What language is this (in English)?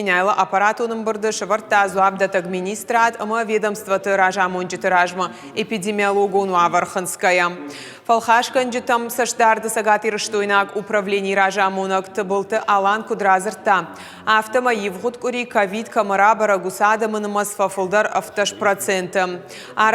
Ossetic